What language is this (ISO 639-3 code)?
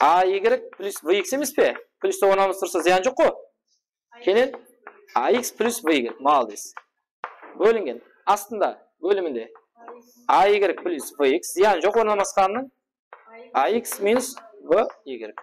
kaa